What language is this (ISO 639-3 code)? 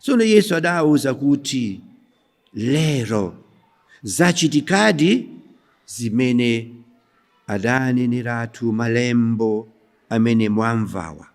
nya